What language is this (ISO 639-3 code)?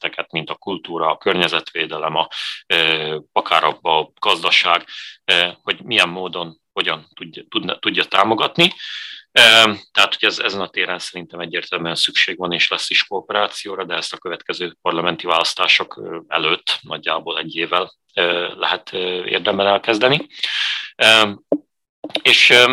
hun